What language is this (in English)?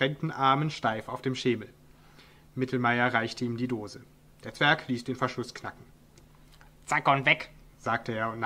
German